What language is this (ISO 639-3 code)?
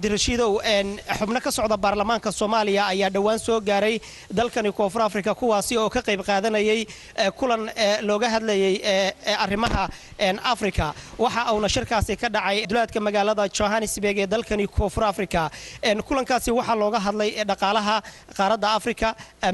som